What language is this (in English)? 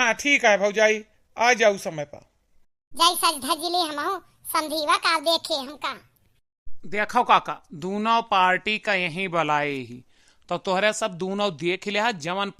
Awadhi